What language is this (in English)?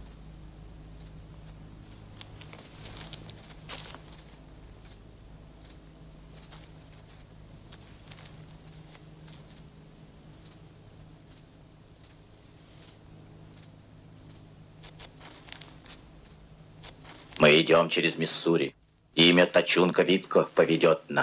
Russian